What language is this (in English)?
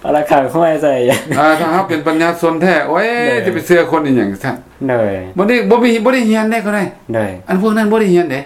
Lao